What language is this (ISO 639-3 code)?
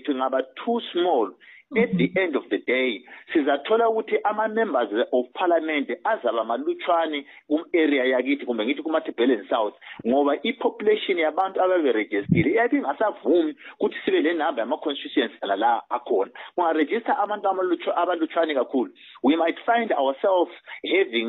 nde